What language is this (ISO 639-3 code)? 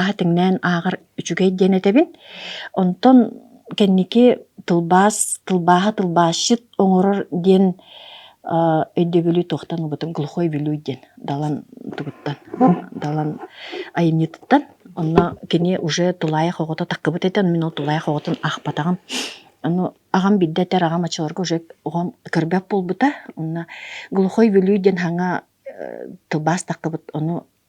sah